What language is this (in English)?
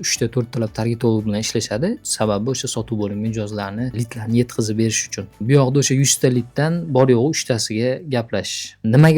Uzbek